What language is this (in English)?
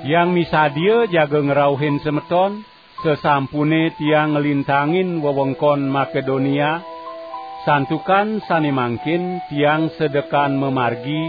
Balinese